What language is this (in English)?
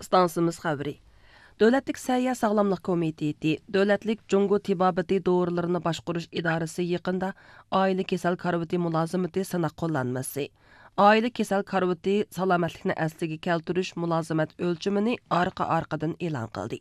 Uyghur